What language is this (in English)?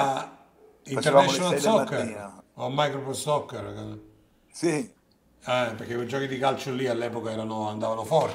Italian